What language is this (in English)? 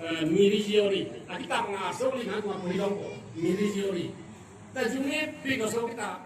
Karbi